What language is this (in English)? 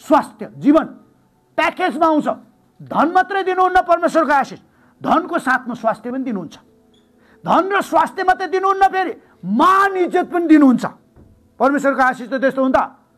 Nepali